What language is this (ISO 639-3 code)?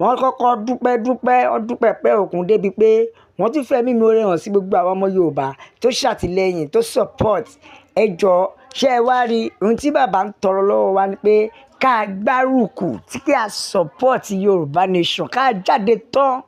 yor